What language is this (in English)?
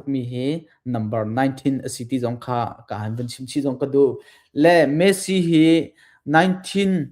Hakha Chin